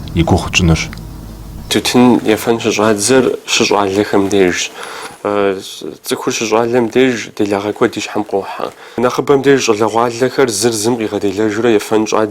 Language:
Kabardian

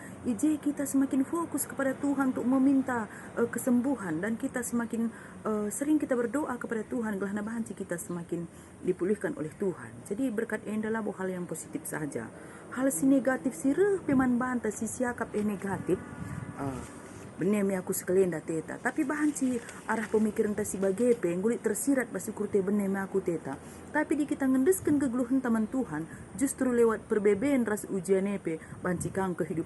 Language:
Batak Karo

